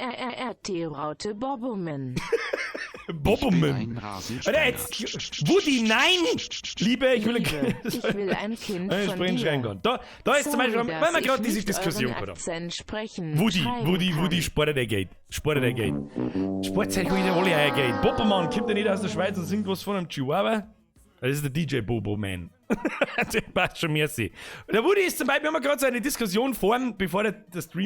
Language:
Bavarian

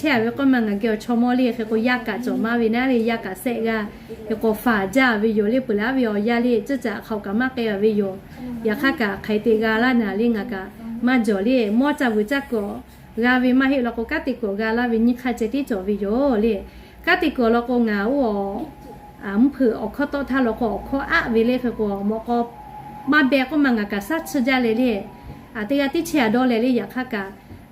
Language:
Lahu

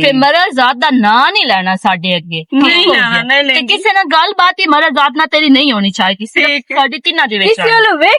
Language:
Western Panjabi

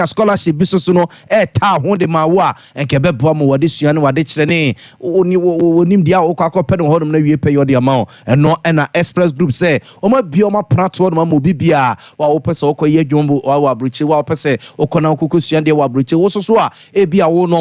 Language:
Akan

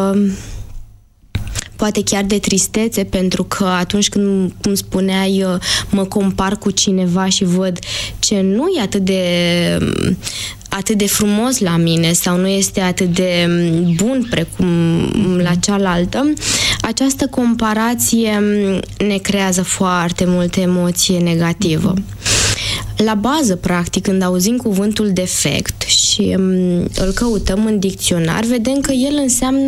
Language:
Romanian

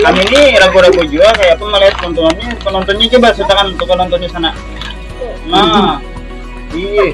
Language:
Banjar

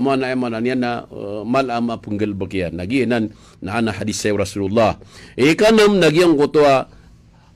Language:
Maranao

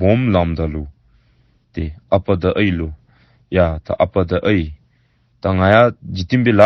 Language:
Dzongkha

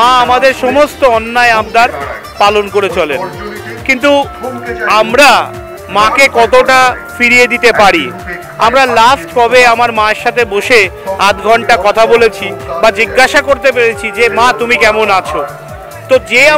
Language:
Bangla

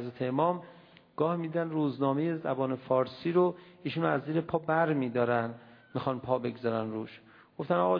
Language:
Persian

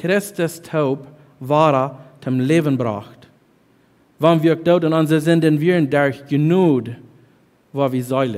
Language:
Plautdietsch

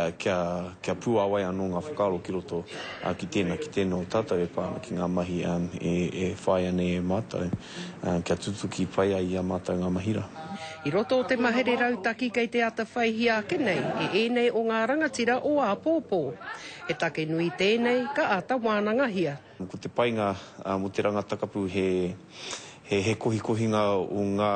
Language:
Māori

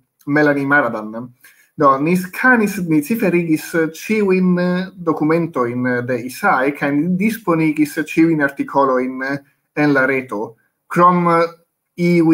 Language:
Esperanto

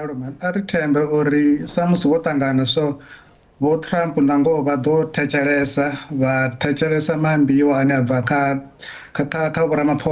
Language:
Venda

